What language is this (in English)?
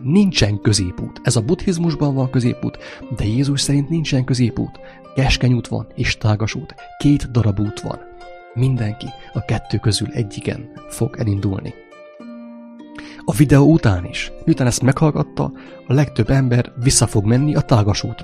Hungarian